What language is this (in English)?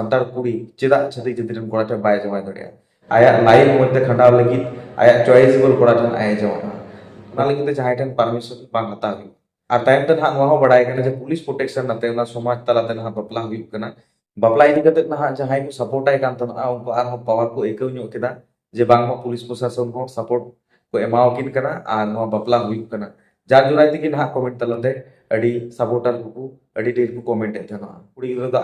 Santali